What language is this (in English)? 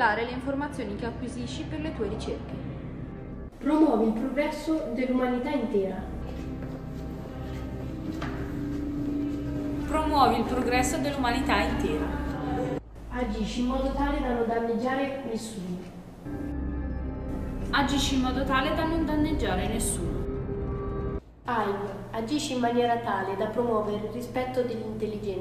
Italian